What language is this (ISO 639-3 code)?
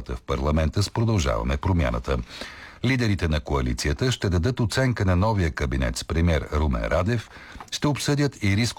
bul